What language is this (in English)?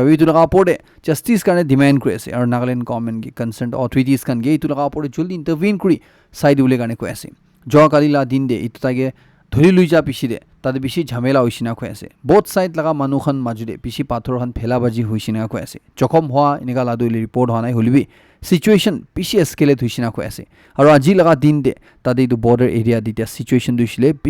Naga Pidgin